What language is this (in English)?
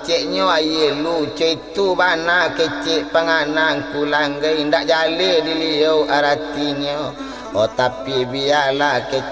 Minangkabau